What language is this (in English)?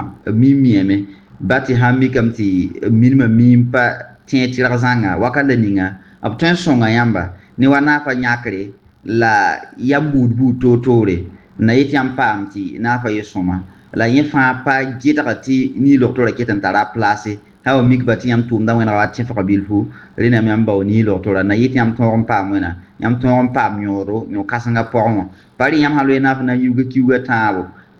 Mossi